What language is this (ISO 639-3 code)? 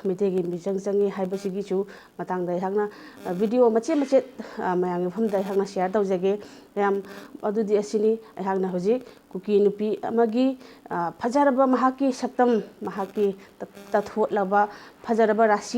mni